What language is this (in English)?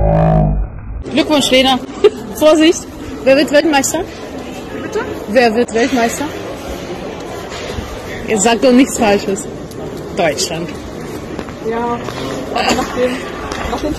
German